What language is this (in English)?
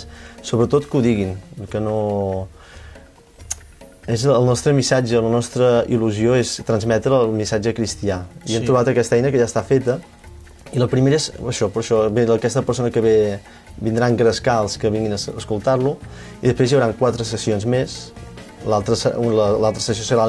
Catalan